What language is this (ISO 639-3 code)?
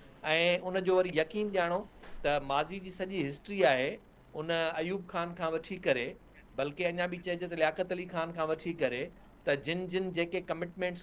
snd